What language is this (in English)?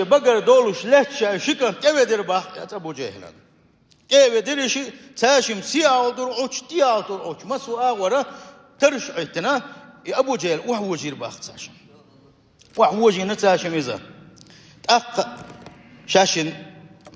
Chechen